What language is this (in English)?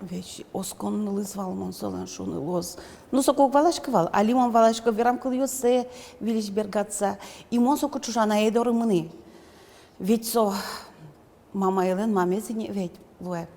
Udmurt